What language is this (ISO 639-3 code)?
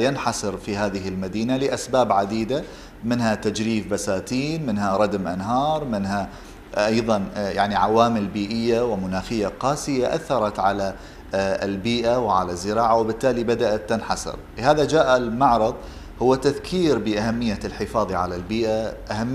acm